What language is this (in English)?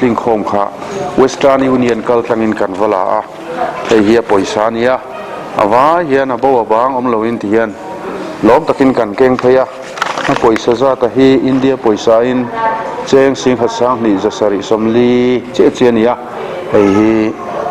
Mizo